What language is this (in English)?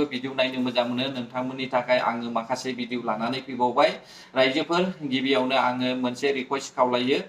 Bodo